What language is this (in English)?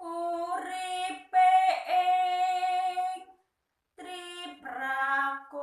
Javanese